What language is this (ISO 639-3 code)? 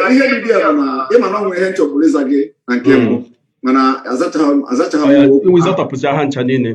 ibo